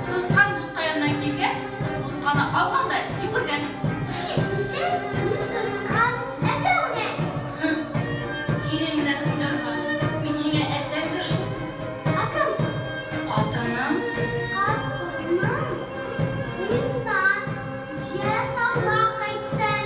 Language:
Bashkir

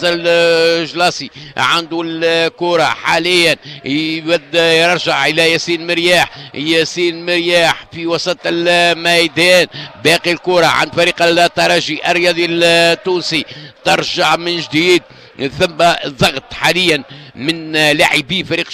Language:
Tunisian Arabic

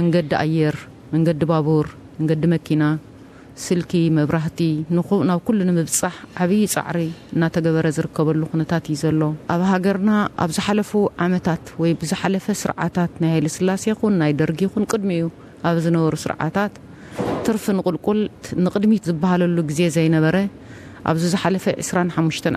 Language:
Tigrinya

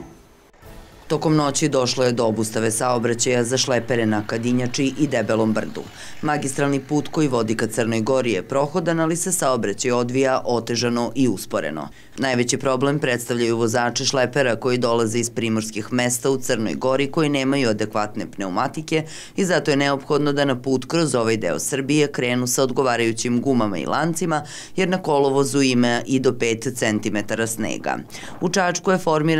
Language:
Serbian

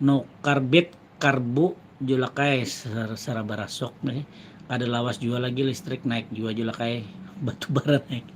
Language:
Banjar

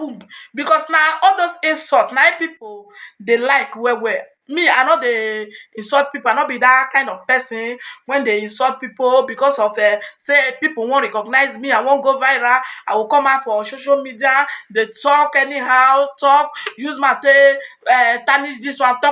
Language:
Nigerian Pidgin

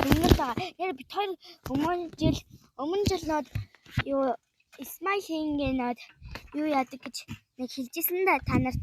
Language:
Mongolian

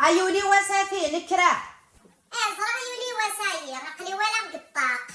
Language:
Kabyle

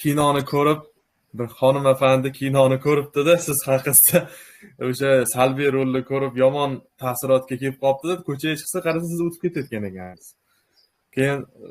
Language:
Uzbek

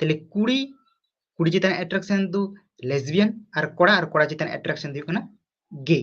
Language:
Santali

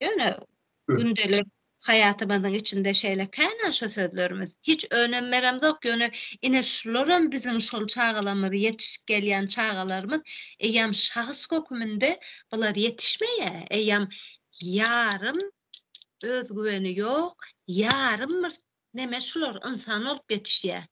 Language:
Turkmen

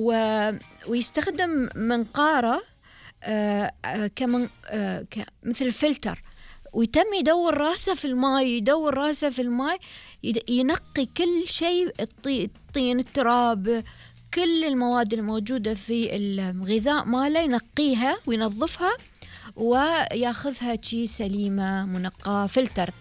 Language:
Gulf Arabic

